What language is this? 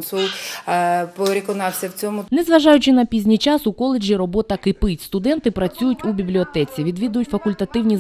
Ukrainian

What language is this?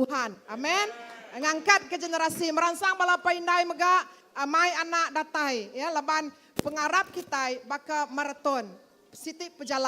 Iban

